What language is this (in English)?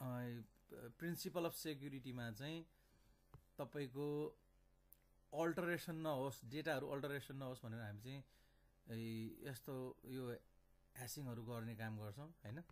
Nepali